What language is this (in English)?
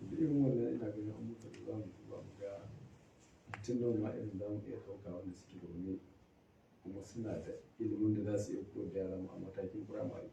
Hausa